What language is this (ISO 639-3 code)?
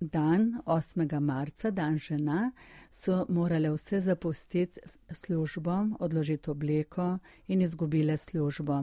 slv